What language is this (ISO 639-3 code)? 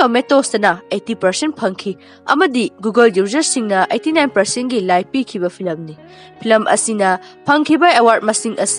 mni